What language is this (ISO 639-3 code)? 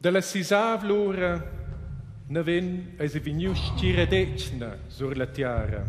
roh